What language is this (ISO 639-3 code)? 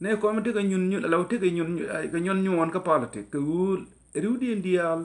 nus